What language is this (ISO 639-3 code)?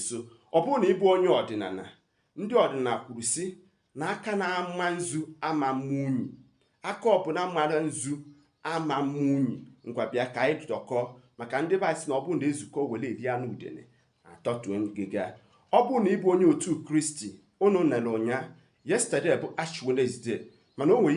ibo